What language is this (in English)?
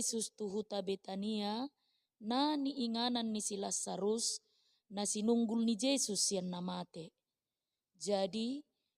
Batak Toba